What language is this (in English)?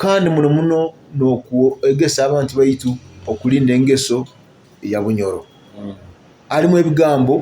Nyoro